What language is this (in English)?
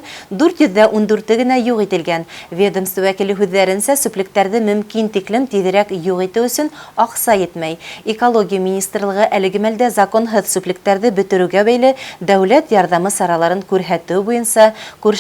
Bashkir